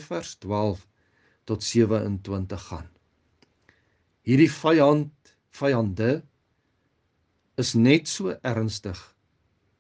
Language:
Afrikaans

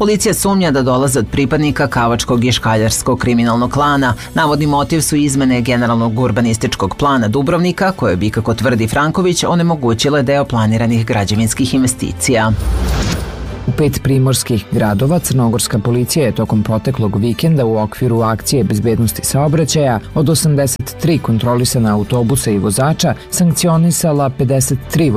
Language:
Serbian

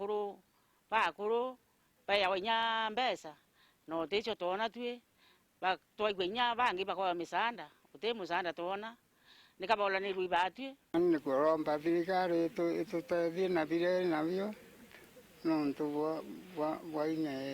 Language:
Meru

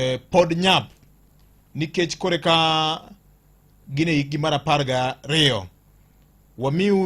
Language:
Luo (Kenya and Tanzania)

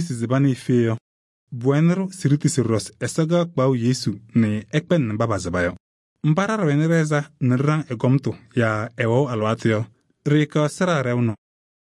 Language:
Kabiyè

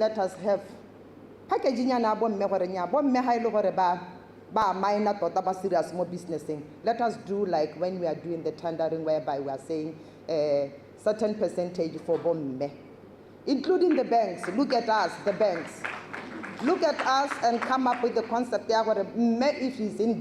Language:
Tswana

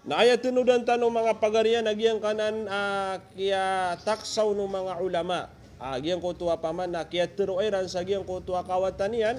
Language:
Maranao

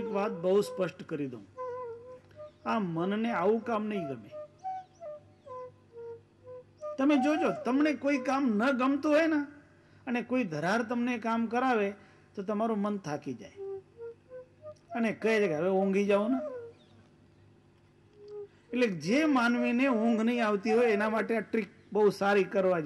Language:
Gujarati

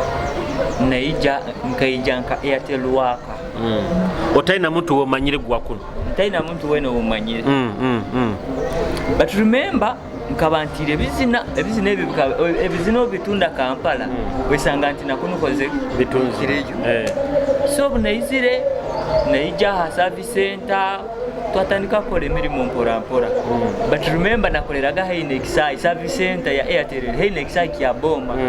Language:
Nyoro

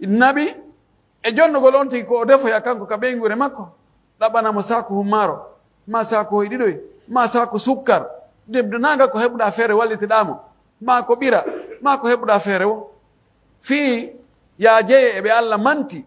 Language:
Pular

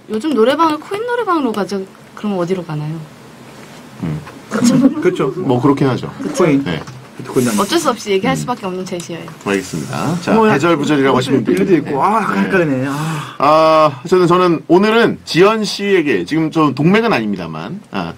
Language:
Korean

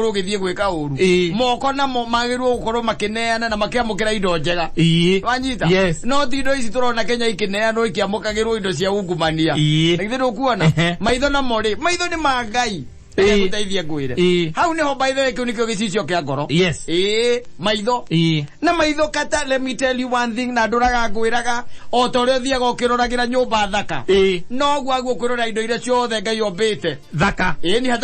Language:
Kikuyu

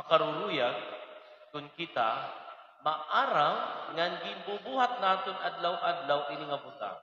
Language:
Waray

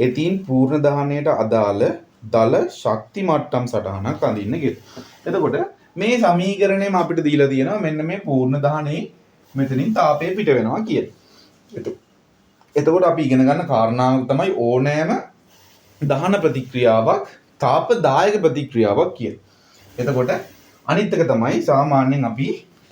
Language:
Sinhala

